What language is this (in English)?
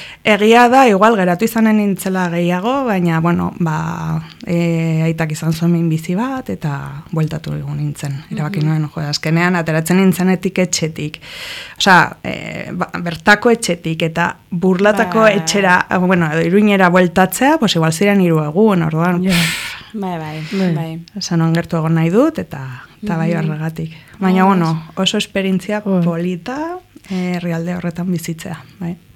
Basque